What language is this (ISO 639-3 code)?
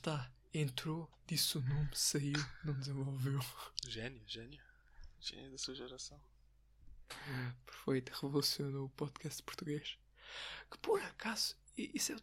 por